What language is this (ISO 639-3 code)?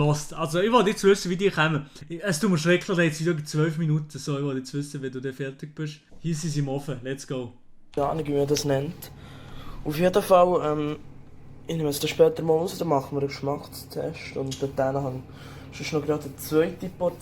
gsw